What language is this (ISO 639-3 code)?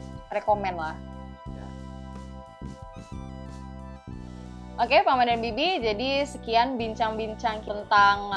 ind